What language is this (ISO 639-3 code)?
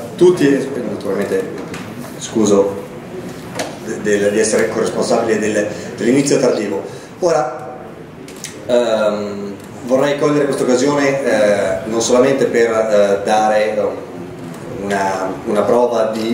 ita